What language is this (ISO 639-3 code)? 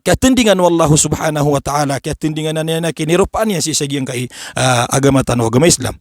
mrw